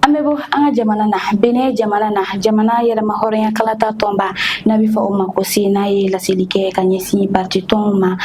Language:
Bambara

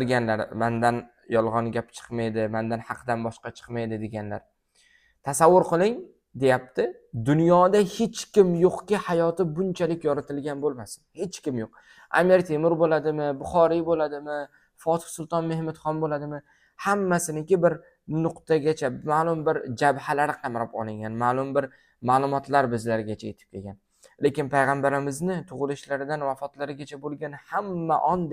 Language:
Uzbek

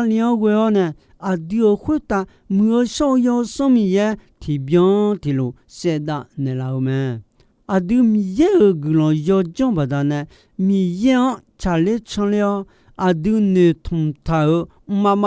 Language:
Akha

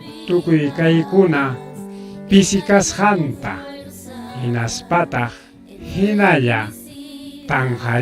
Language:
Ayacucho Quechua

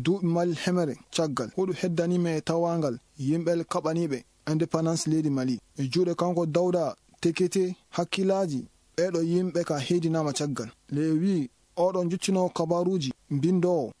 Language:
Fula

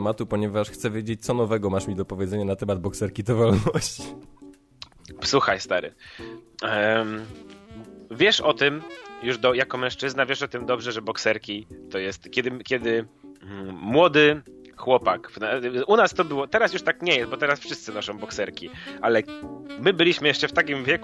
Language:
Polish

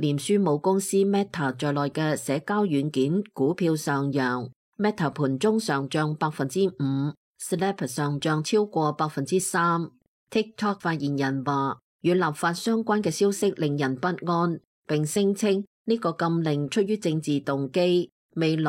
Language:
Cantonese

